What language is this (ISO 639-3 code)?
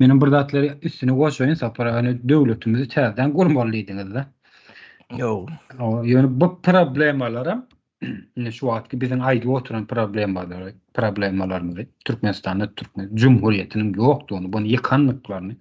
tuk